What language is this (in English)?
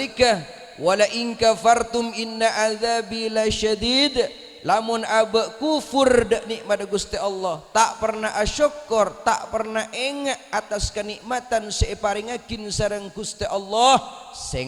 Madurese